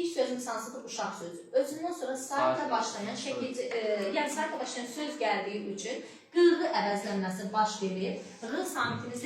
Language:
Azerbaijani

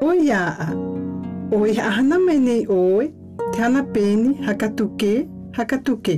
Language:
South Marquesan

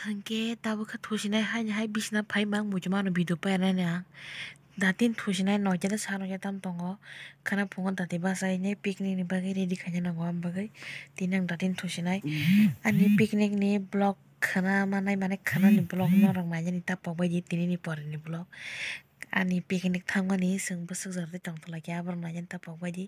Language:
Kok Borok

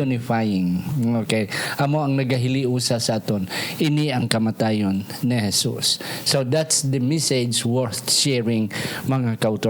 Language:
Hiligaynon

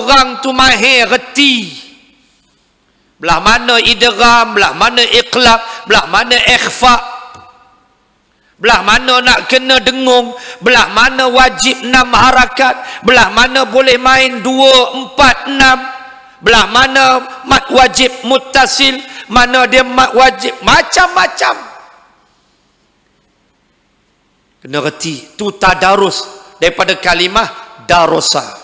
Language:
Malay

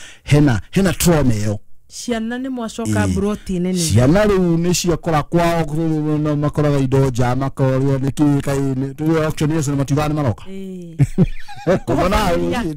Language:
Kikuyu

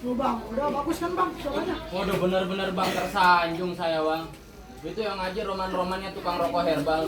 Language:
Betawi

